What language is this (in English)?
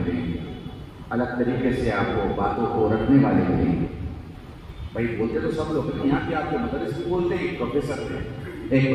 Urdu